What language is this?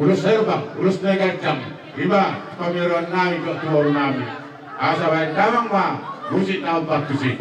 Batak Toba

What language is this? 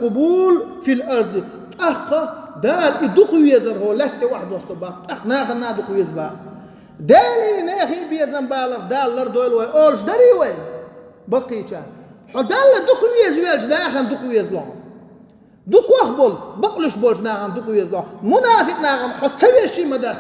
Chechen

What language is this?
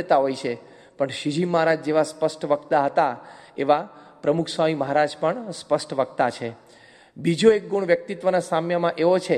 Gujarati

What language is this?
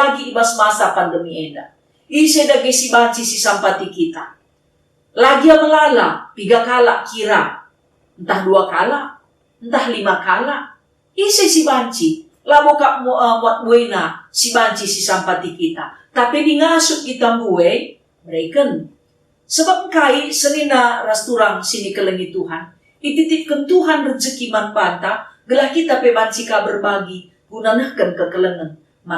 Batak Karo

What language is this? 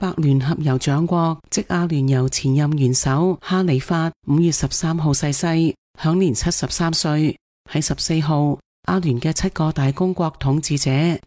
Cantonese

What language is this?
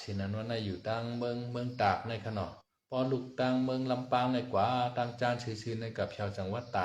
Shan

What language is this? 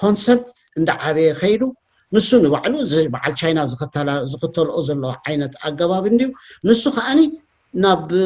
Tigrinya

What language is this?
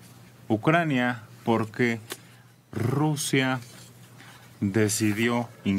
Spanish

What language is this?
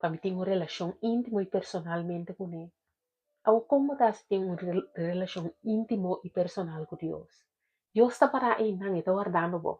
Papiamento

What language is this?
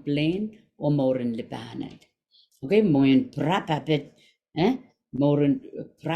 Pohnpeian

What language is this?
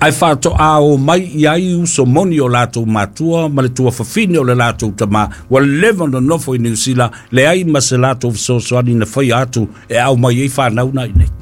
Samoan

